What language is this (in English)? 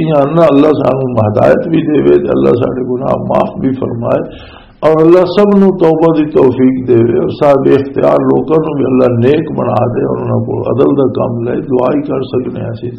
Western Panjabi